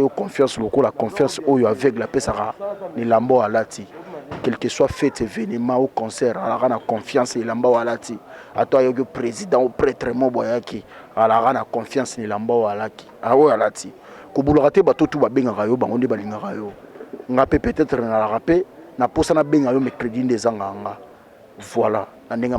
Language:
Lingala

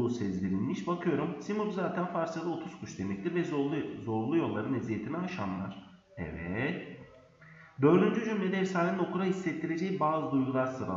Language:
Turkish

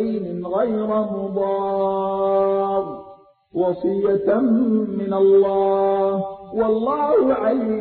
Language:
Arabic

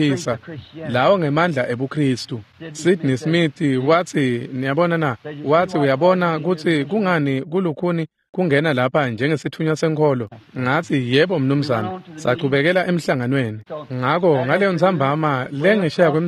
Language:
Swati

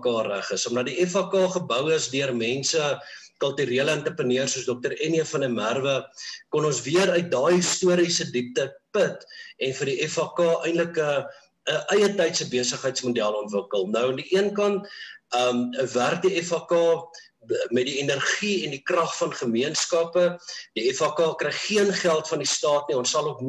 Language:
Afrikaans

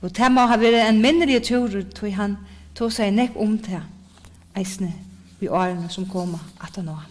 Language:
Faroese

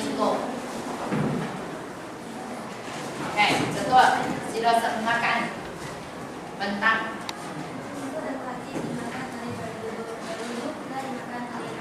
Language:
Malay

